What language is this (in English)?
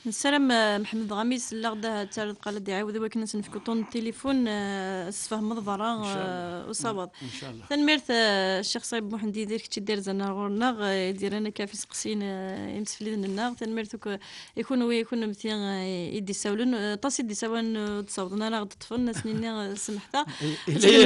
Kabyle